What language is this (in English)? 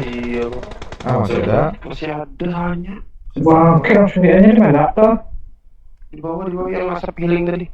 Banjar